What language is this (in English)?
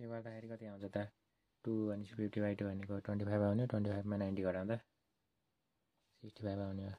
Nepali